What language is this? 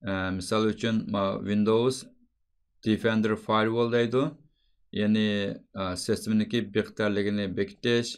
Uyghur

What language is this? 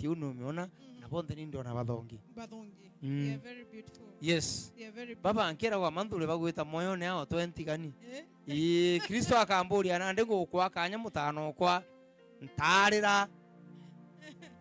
Meru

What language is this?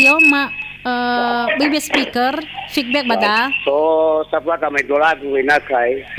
Nias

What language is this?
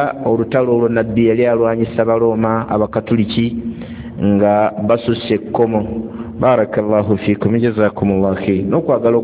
Ganda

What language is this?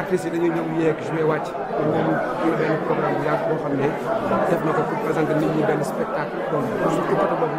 Wolof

